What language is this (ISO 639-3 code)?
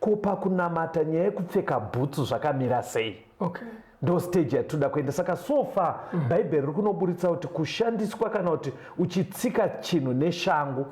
sna